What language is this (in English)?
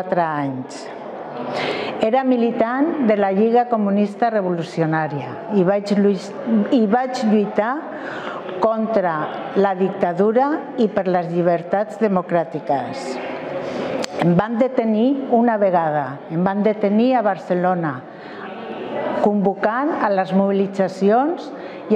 Catalan